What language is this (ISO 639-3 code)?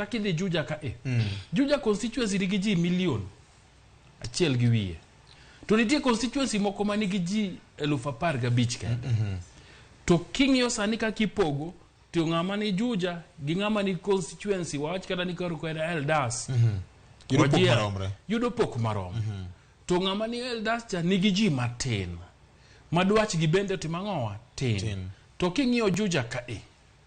luo